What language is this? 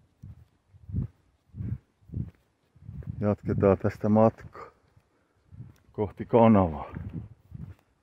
Finnish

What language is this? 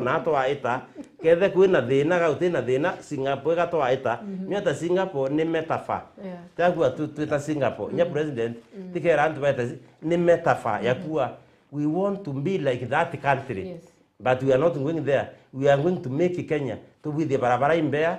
Meru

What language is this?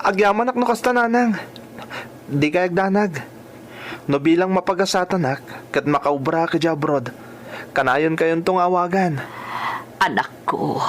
Iloko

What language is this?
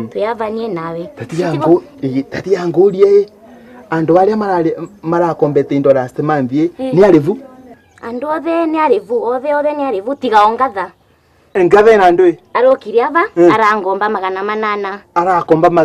Meru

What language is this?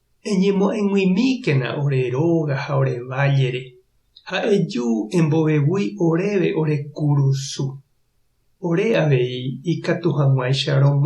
Guarani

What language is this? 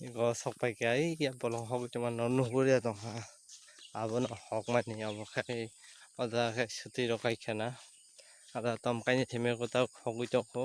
Kok Borok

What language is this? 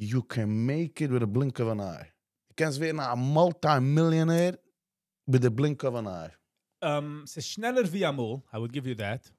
Yiddish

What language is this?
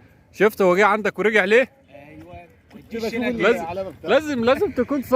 Egyptian Arabic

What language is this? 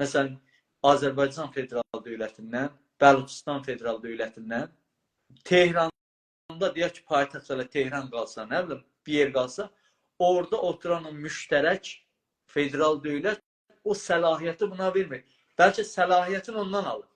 South Azerbaijani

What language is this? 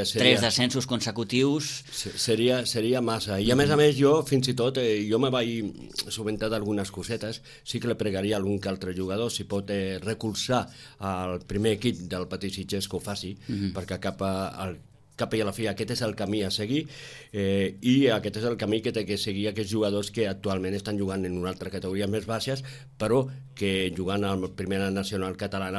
Catalan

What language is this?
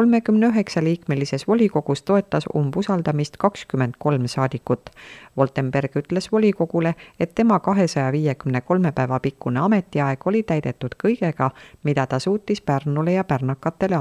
Estonian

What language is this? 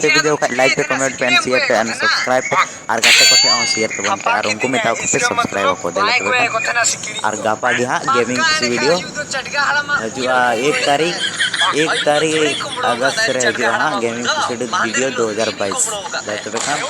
Santali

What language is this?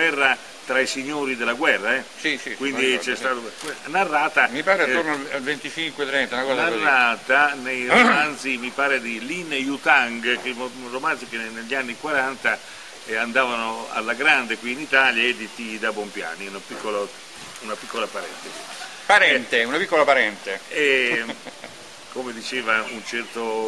Italian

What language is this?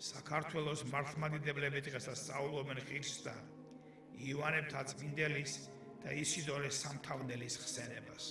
Georgian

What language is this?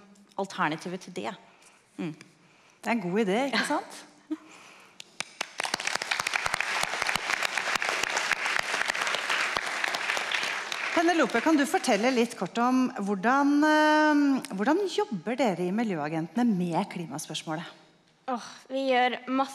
Norwegian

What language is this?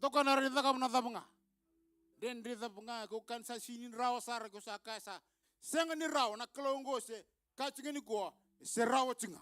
Fijian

